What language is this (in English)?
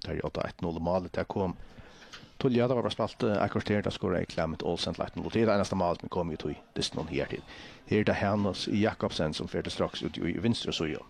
Faroese